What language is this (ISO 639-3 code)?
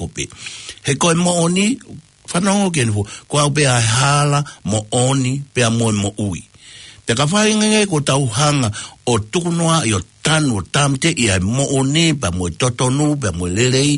ton